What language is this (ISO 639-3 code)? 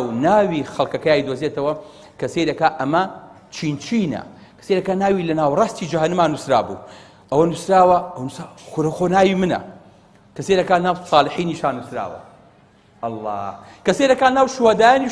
ckb